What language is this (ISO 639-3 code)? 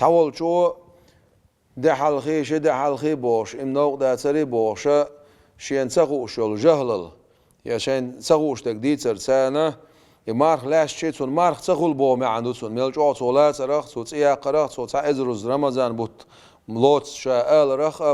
che